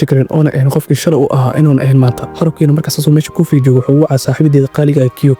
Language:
Somali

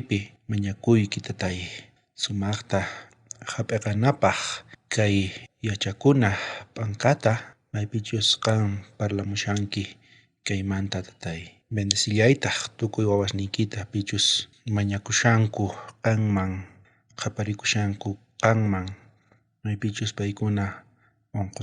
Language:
South Bolivian Quechua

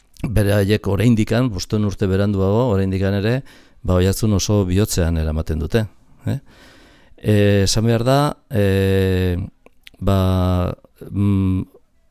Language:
Basque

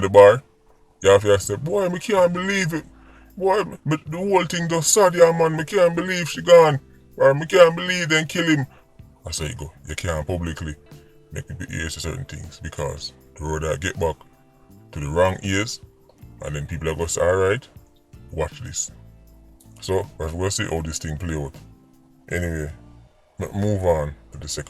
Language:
Jamaican Creole English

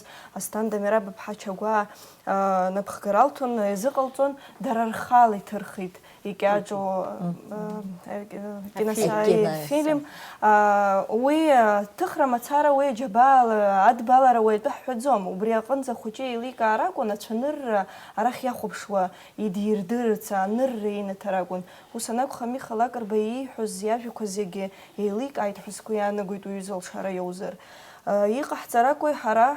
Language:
Abkhazian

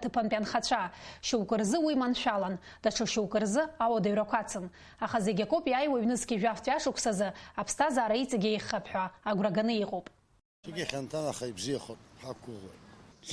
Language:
Abkhazian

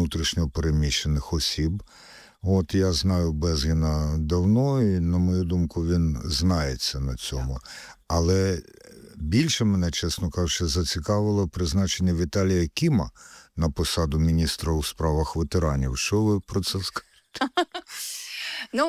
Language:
Ukrainian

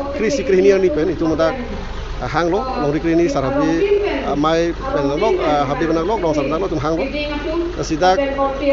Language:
Karbi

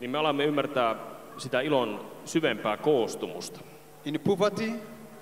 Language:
Finnish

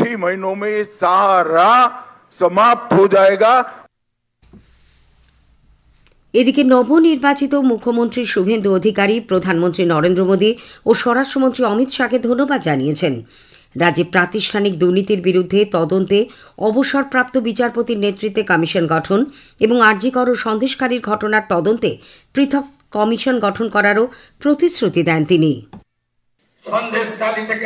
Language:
Bangla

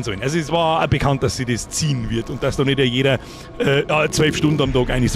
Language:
Bavarian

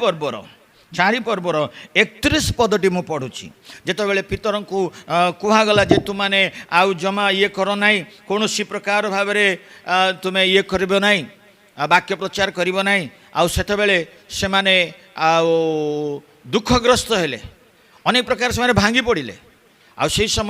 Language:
Odia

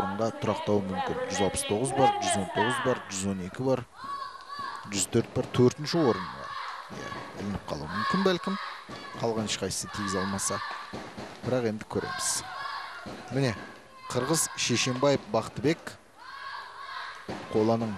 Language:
Kazakh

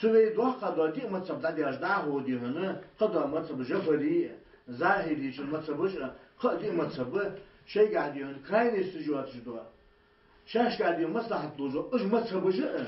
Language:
Ingush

